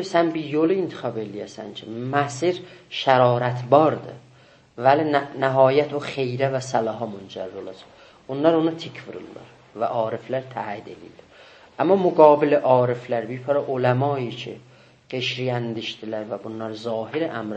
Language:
South Azerbaijani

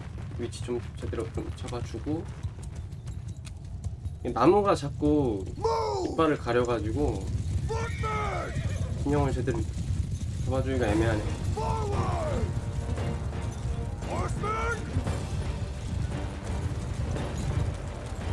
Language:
Korean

